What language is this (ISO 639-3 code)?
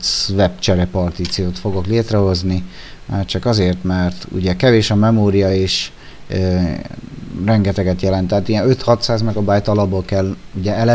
hun